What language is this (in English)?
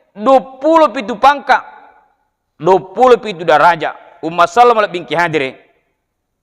Buginese